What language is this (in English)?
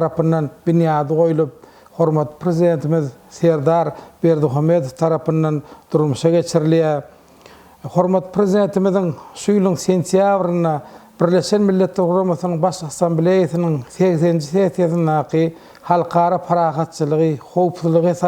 Turkmen